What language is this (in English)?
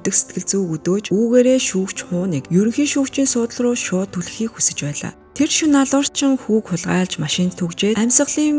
Mongolian